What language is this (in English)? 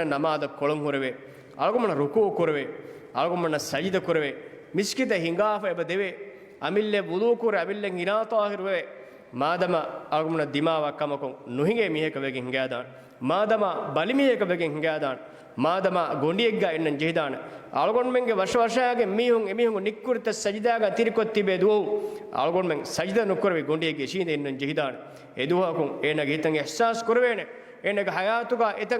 Divehi